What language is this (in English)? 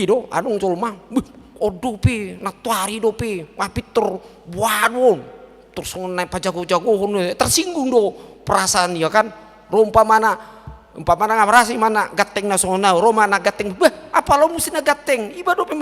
Batak Toba